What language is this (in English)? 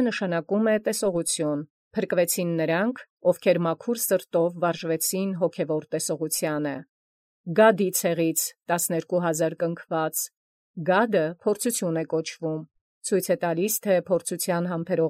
Armenian